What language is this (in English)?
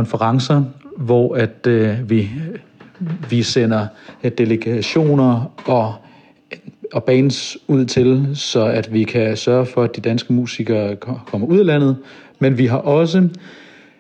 Danish